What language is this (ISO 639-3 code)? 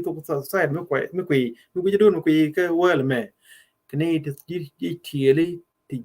nus